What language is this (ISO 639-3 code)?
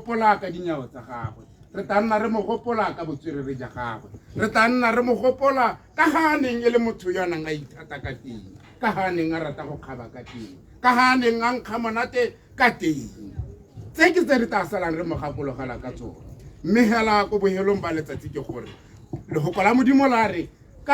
tsn